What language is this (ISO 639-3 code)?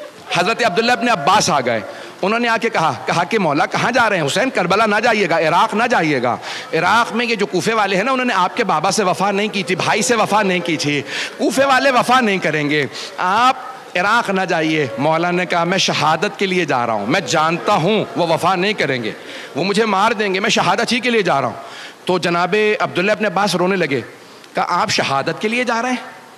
urd